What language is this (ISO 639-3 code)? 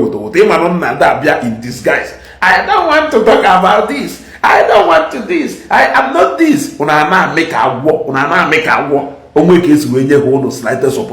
ibo